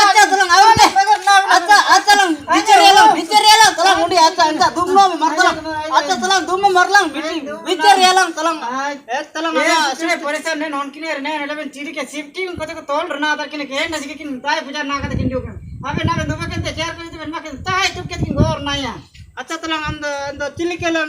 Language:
Ho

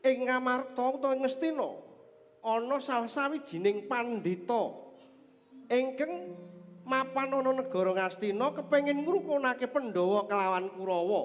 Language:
Javanese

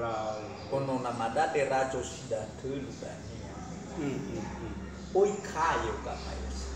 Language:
Nias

